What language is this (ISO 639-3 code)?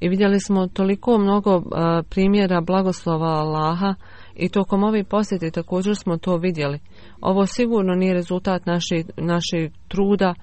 bos